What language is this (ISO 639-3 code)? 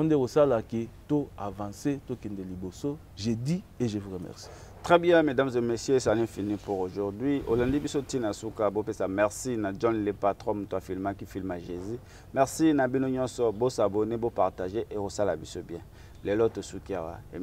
lin